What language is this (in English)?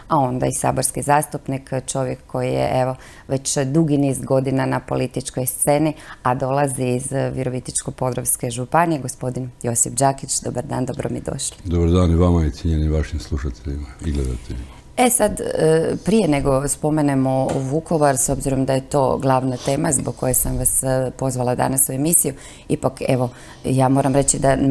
Croatian